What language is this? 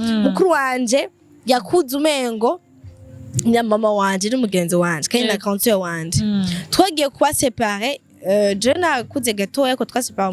Rundi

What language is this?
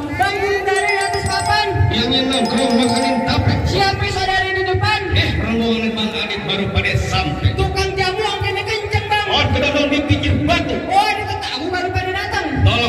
Betawi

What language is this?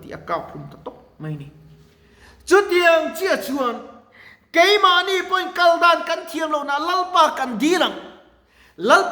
Mizo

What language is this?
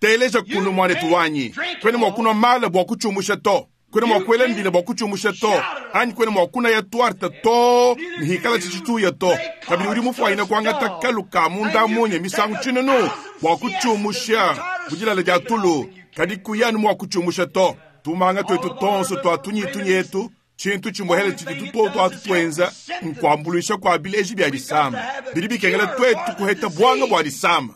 Luba-Lulua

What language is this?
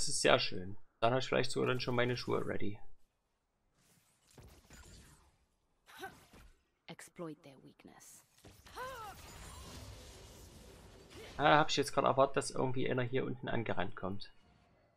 German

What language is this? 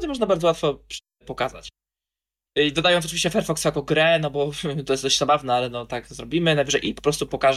Polish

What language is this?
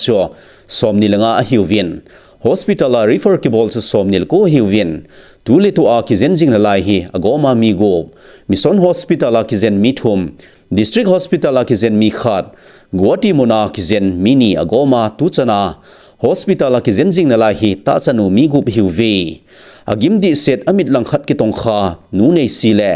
Thado Chin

